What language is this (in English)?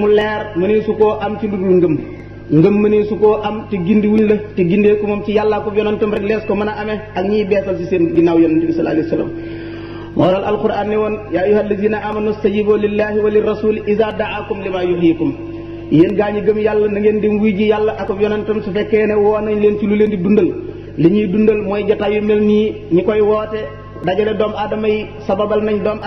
Wolof